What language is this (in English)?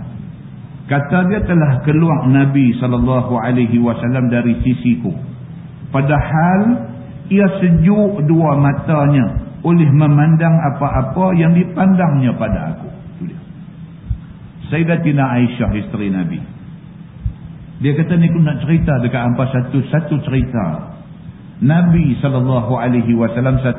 Malay